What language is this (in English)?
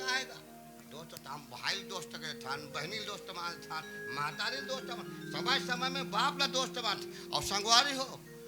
Chhattisgarhi